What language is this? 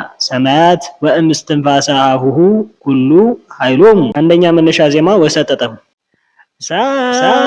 Amharic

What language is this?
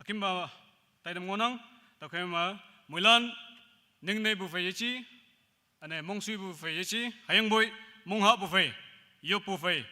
Naga Pidgin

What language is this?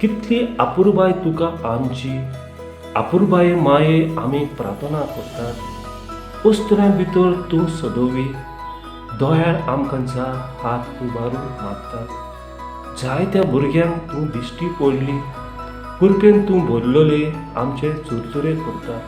Konkani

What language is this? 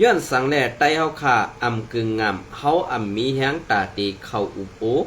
Shan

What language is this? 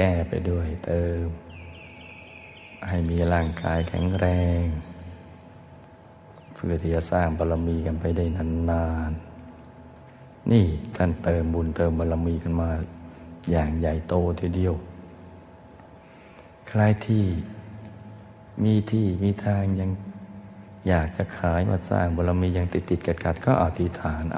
Thai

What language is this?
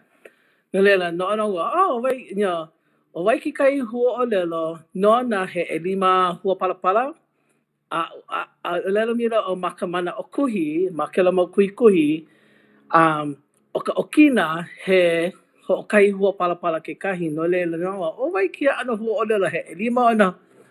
Hawaiian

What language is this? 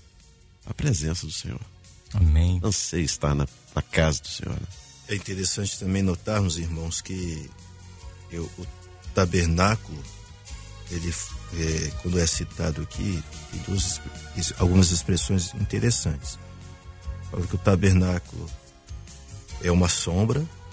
Portuguese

